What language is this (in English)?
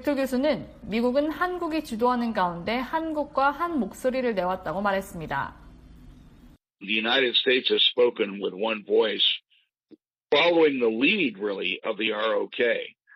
Korean